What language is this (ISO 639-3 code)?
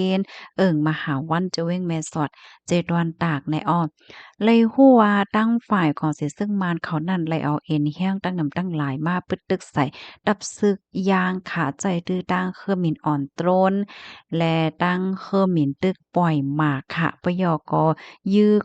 shn